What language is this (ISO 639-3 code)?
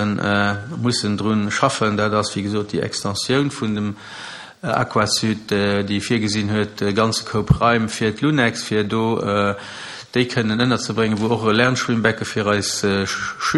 ltz